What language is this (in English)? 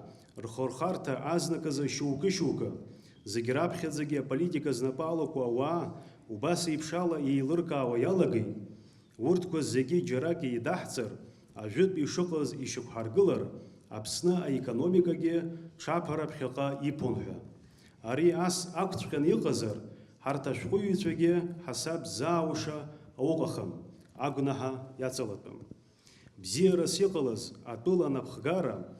Abkhazian